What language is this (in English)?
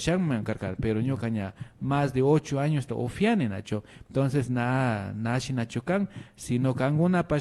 Imbabura Highland Quichua